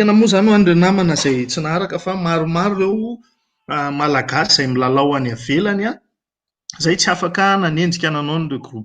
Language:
Malagasy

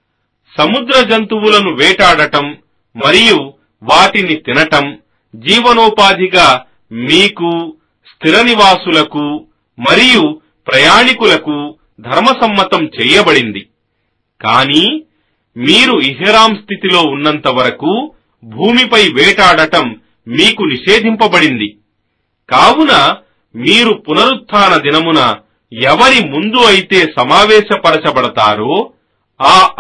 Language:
Telugu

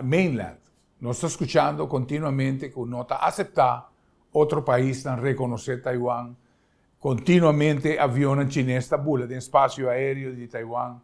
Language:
Papiamento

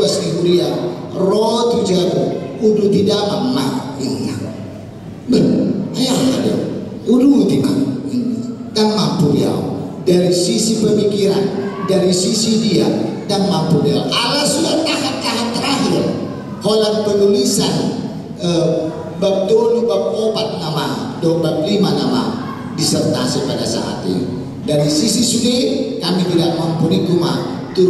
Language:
Batak Toba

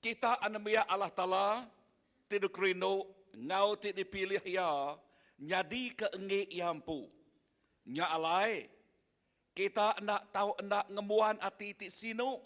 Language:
Iban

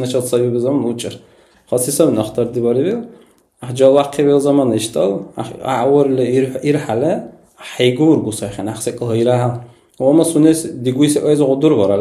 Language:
Dargwa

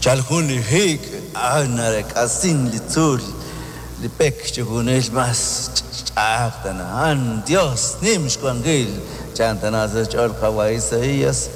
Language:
Kekchí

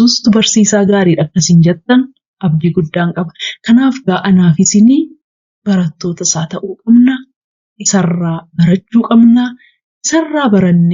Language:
Oromo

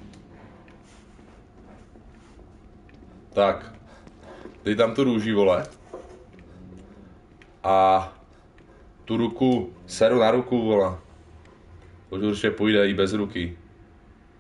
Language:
Czech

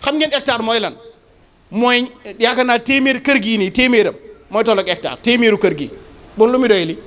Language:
Wolof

